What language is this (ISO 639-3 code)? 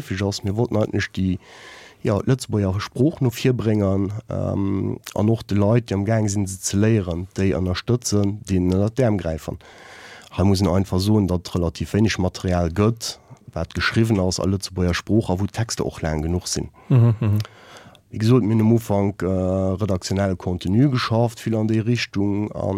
ltz